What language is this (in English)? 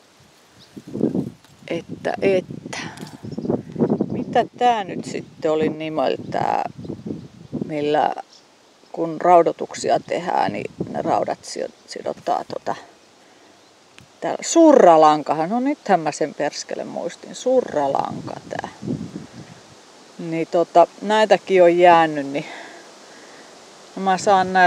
Finnish